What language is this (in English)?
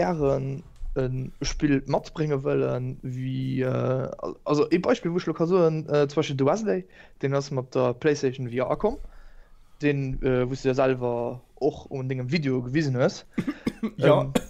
Luxembourgish